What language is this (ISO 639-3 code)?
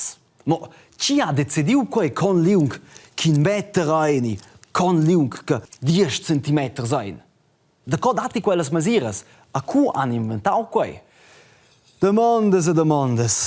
roh